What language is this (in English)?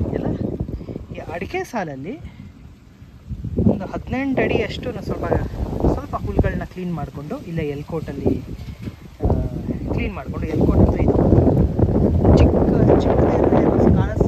Kannada